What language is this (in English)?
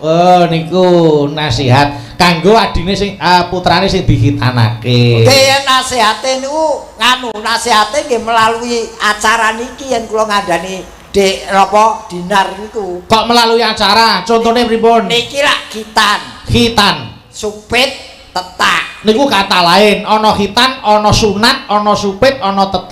Javanese